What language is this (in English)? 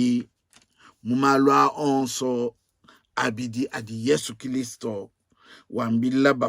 Luba-Lulua